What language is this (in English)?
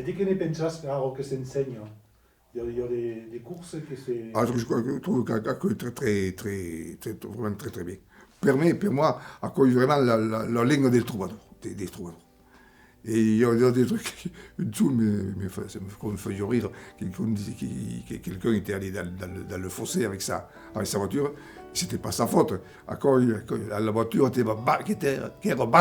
Occitan